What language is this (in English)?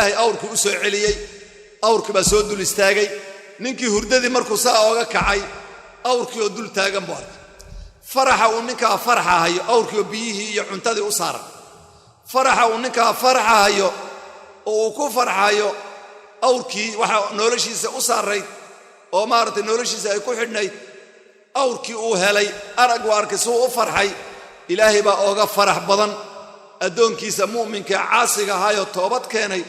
Somali